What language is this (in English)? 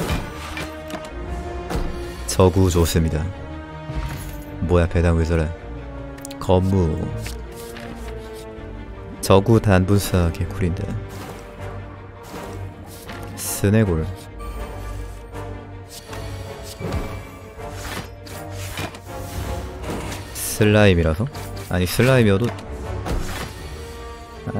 Korean